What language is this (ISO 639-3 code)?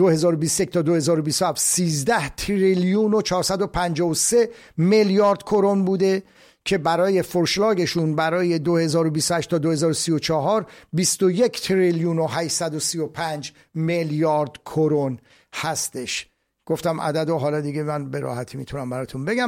fas